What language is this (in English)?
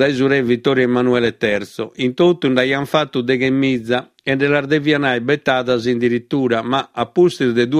Sardinian